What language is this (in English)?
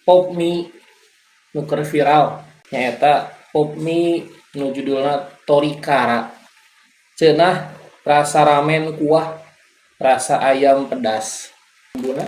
Sundanese